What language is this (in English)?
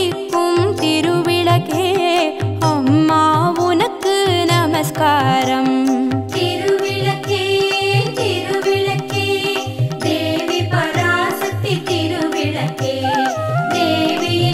Tamil